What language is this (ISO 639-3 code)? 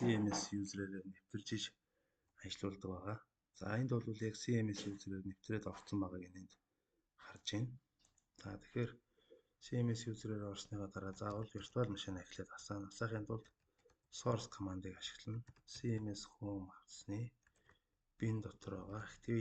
mon